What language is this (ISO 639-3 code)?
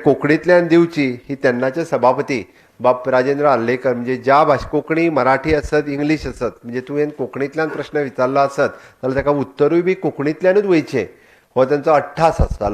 kok